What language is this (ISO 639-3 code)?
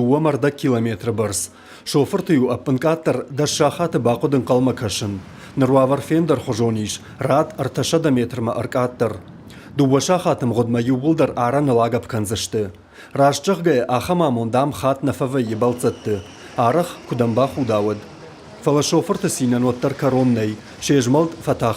oss